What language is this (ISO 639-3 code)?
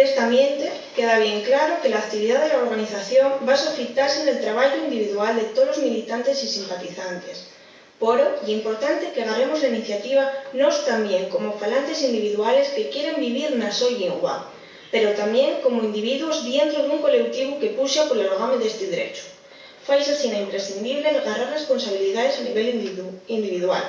ast